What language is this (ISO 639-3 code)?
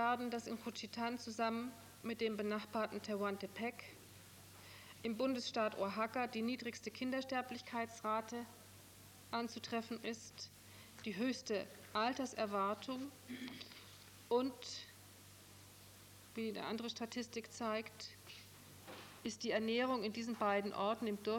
deu